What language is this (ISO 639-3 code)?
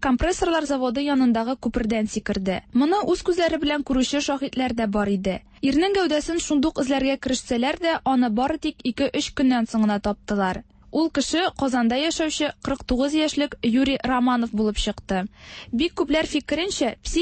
tat